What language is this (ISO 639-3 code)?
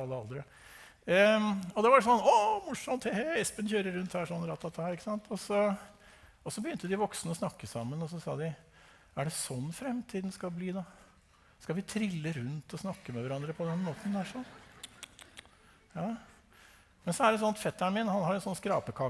nor